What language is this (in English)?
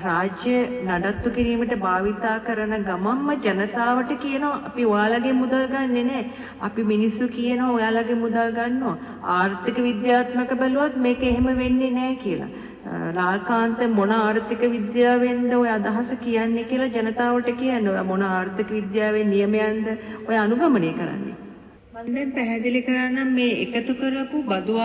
Sinhala